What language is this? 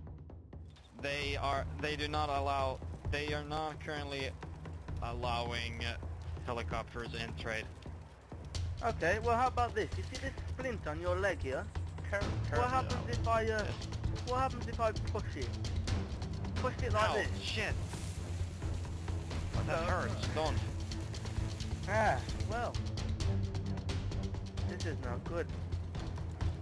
English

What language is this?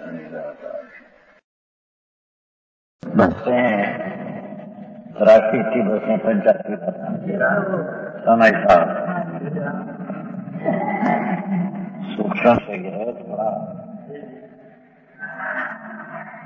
Gujarati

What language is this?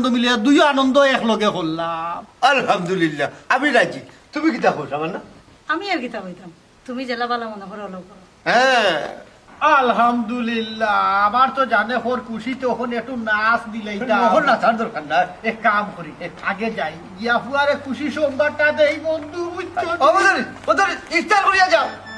Sylheti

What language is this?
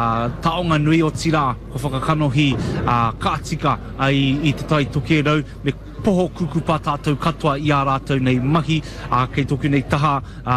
Māori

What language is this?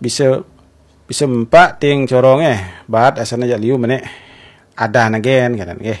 Balinese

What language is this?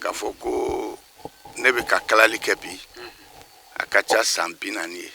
Bambara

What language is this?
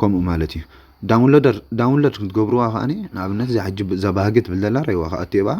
Tigrinya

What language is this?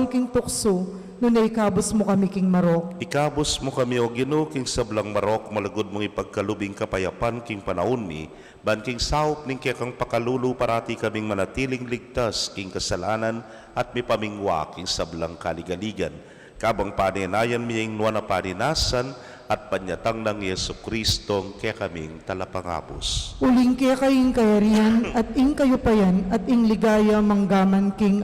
Pampanga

